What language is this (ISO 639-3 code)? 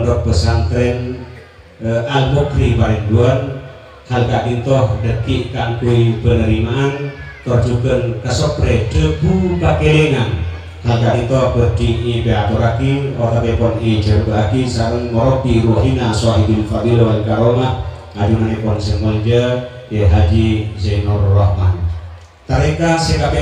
mad